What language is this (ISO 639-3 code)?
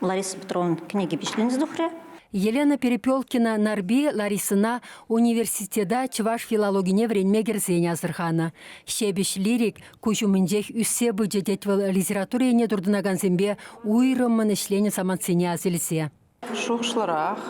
chv